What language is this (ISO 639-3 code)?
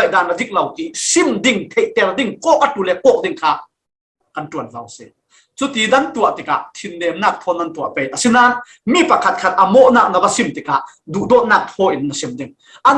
cfm